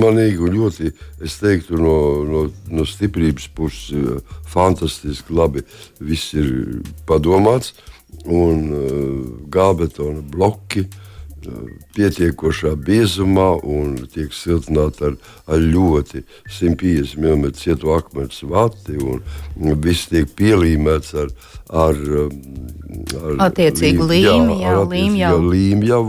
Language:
Latvian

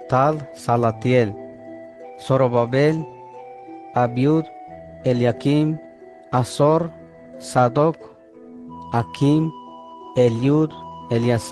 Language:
Tzeltal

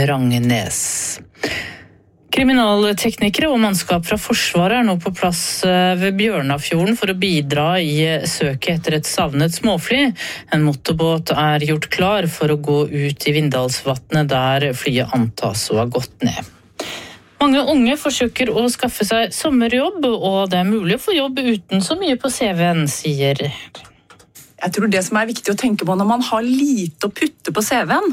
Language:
Norwegian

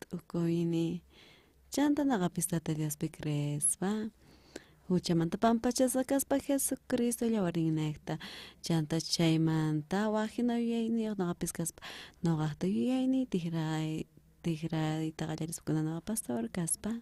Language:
South Bolivian Quechua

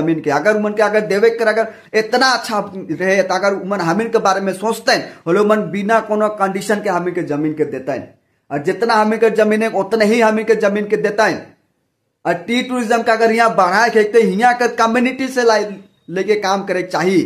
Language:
Sadri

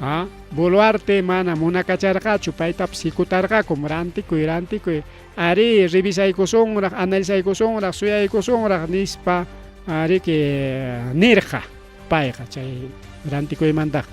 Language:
Ayacucho Quechua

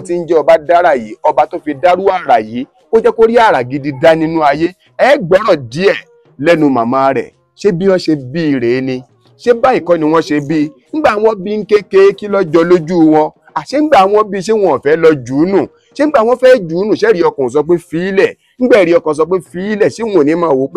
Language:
Yoruba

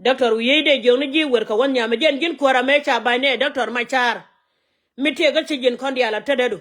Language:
Nuer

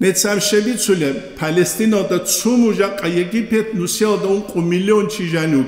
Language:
Avaric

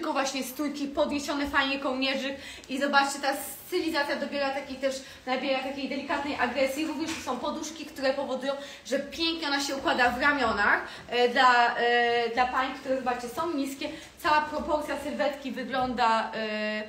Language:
Polish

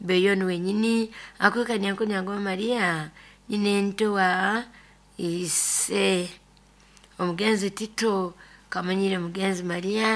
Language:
Nyoro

